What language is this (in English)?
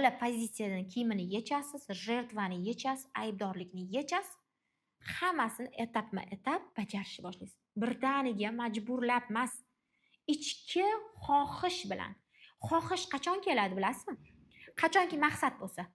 Uzbek